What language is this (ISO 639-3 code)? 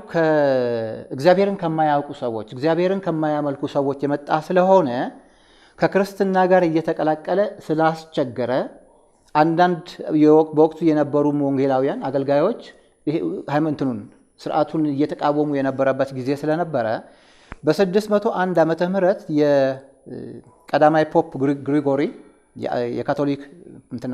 amh